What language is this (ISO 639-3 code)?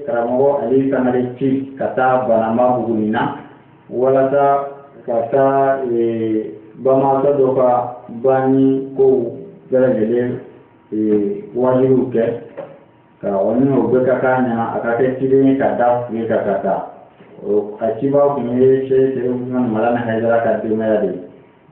bam